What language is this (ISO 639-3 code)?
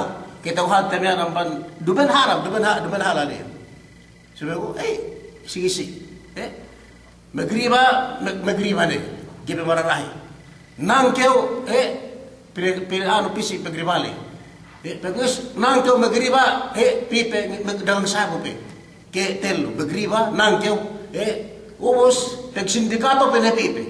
yka